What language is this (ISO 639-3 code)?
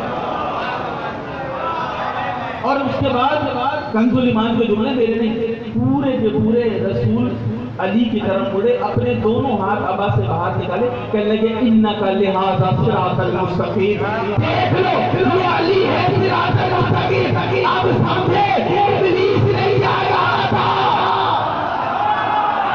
urd